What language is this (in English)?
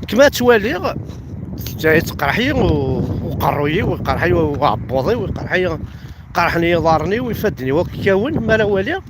Kabyle